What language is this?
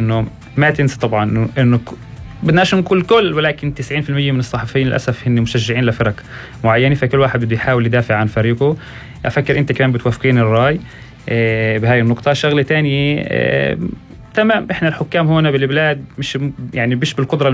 North Levantine Arabic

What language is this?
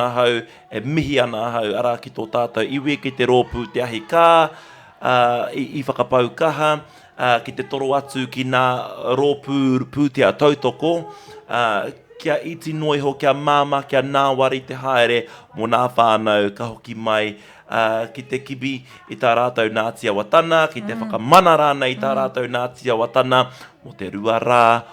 Māori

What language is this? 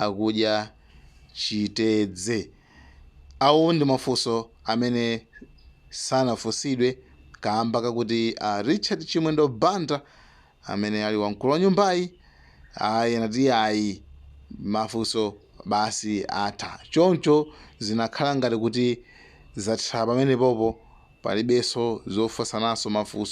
Nyanja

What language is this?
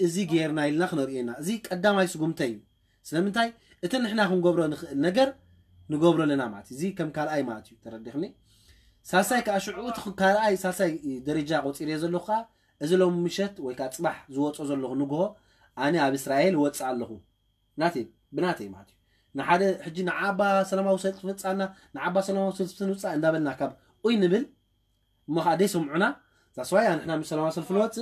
Tigrinya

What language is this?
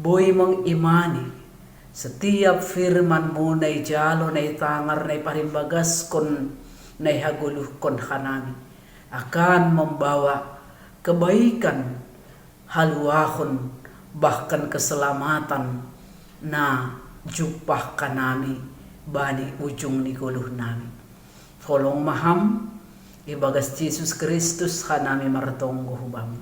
Batak Simalungun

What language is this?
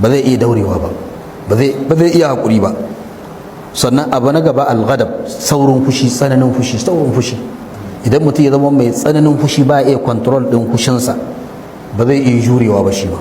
Hausa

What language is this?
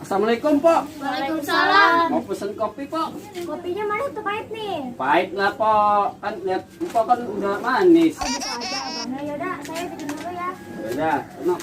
Betawi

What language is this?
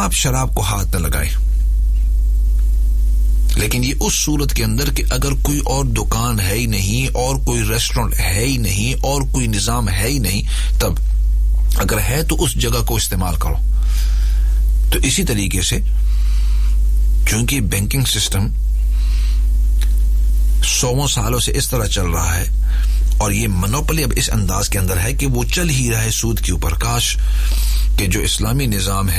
Urdu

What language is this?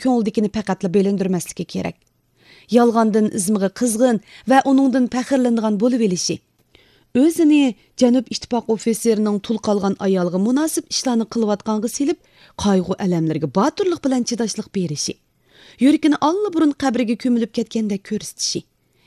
Uyghur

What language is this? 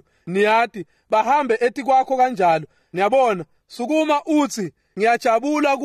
Swati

